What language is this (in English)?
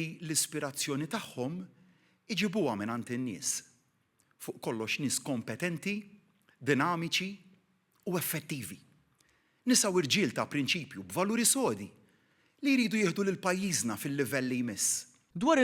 Maltese